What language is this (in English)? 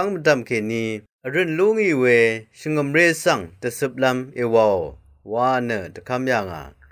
Rawang